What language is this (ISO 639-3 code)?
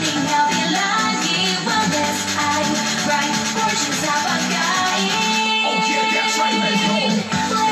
fil